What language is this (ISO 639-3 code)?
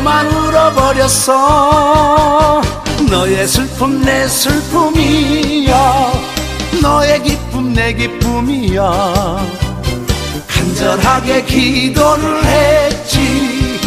kor